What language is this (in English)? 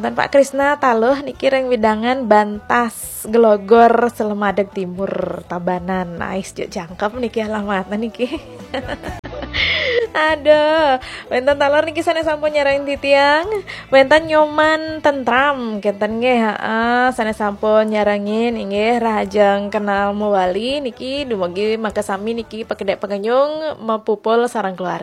Balinese